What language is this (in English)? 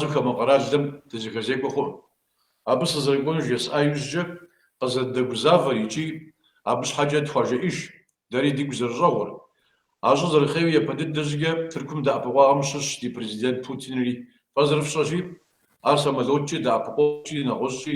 Kabardian